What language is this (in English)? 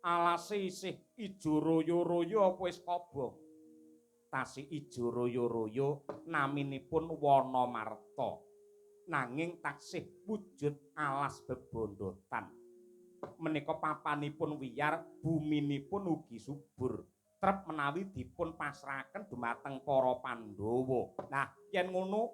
Javanese